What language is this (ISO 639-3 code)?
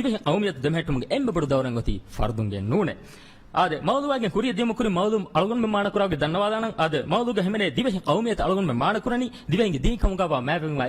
div